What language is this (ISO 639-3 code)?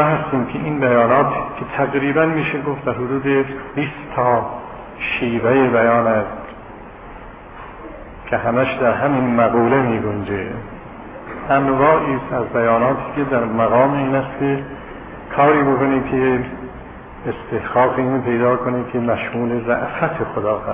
fas